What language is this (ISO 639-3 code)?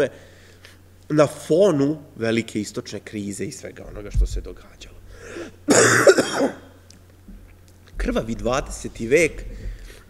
srp